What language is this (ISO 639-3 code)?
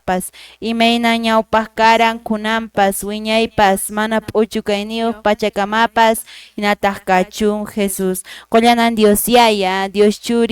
que